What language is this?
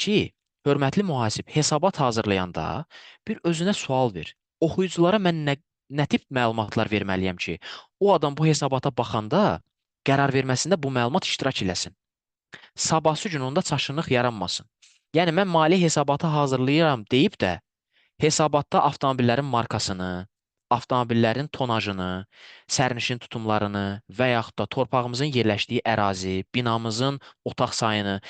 Azerbaijani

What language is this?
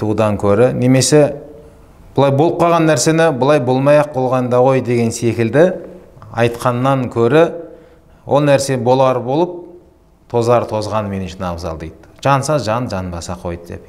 Kazakh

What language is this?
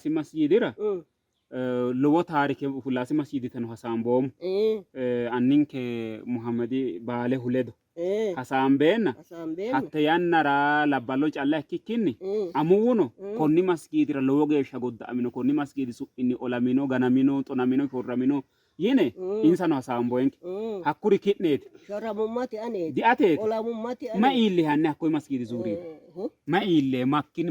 Sidamo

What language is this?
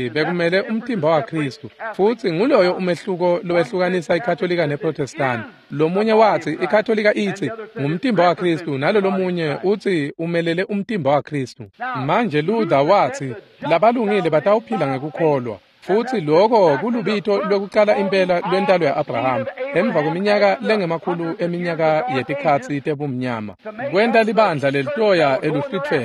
Swati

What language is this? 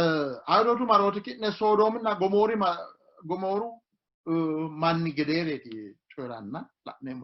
Sidamo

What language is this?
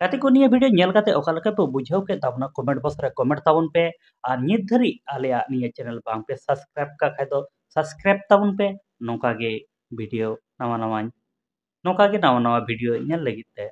Santali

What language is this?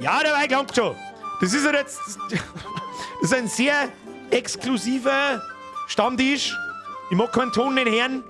Bavarian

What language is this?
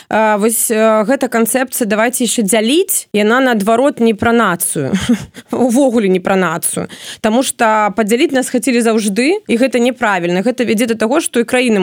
Belarusian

